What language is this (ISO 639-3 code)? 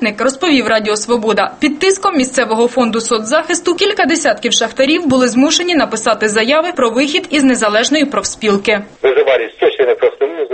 ukr